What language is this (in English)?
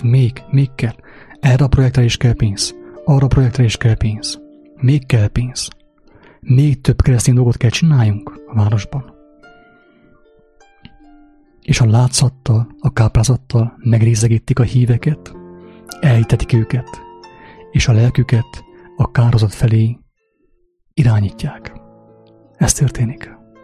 Hungarian